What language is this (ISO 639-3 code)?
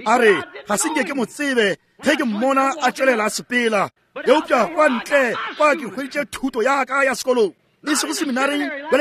nso